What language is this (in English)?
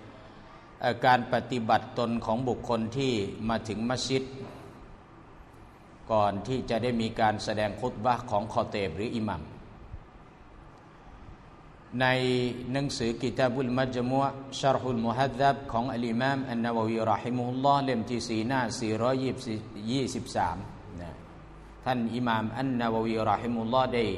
Thai